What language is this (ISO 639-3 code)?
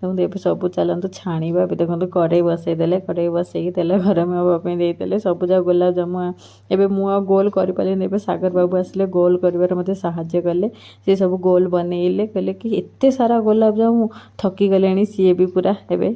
ori